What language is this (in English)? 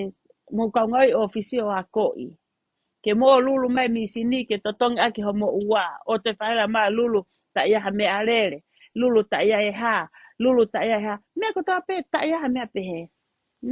Tongan